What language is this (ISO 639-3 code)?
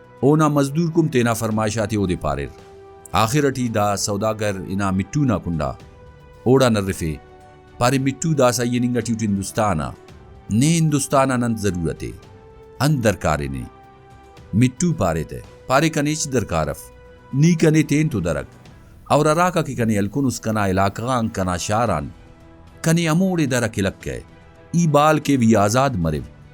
brh